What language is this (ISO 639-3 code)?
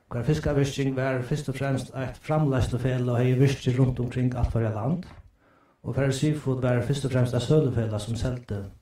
fao